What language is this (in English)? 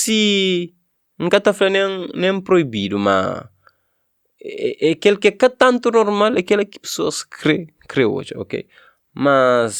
Kabuverdianu